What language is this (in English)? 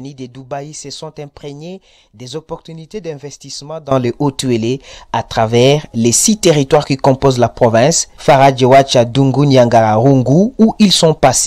French